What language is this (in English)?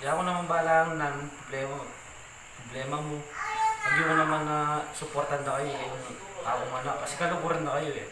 Pampanga